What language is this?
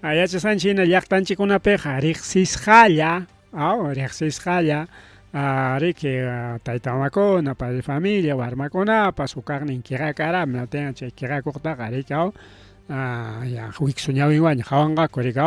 Ayacucho Quechua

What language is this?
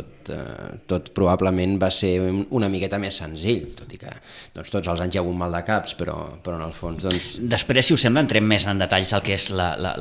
Catalan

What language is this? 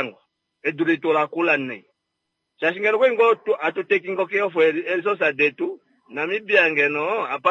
Kuanyama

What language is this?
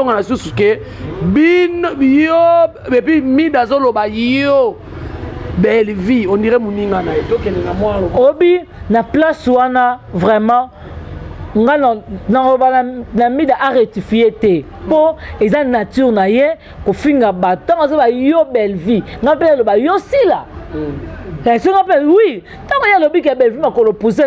Lingala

